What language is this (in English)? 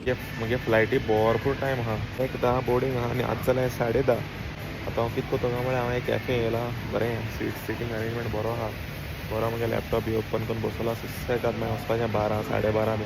Konkani